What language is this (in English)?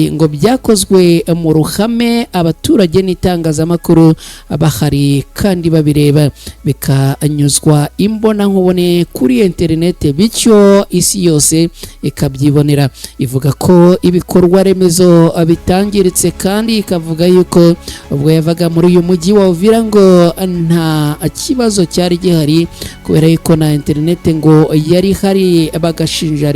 Kinyarwanda